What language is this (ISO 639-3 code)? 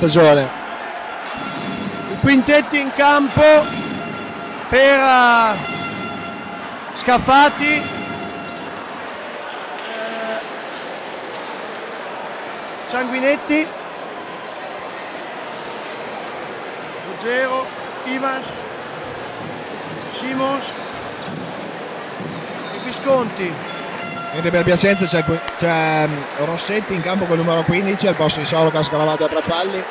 ita